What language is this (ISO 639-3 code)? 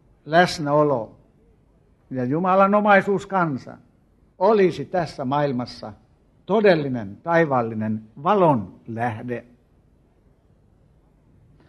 fin